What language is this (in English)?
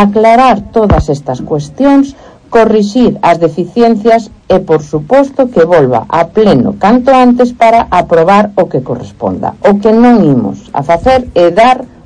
Galician